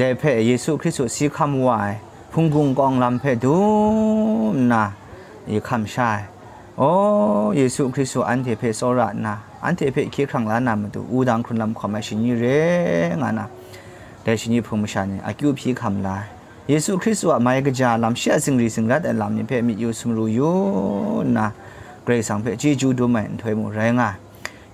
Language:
Kachin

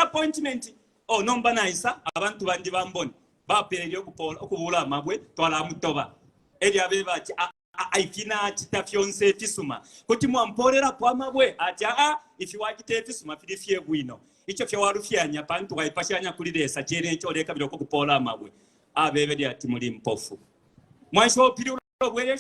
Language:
Bemba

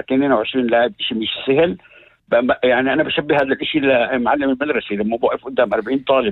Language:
North Levantine Arabic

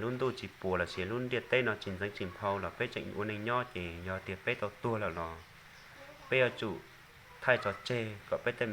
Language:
Hmong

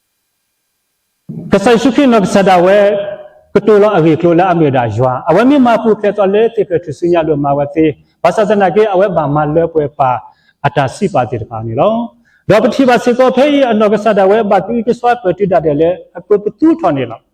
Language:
S'gaw Karen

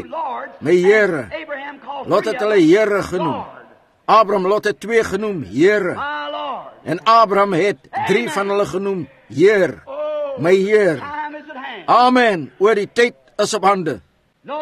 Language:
Afrikaans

